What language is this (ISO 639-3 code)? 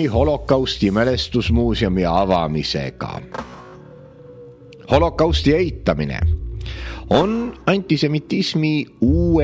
est